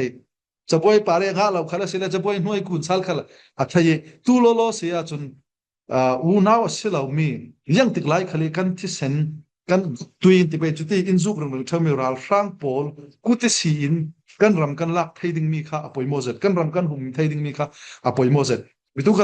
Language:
Falam Chin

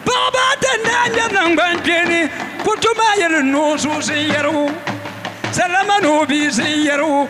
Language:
Dagbani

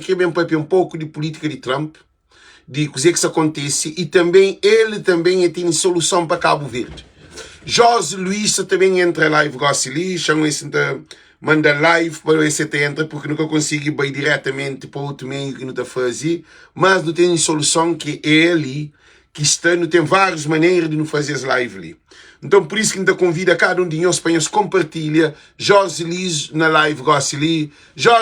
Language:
Kabuverdianu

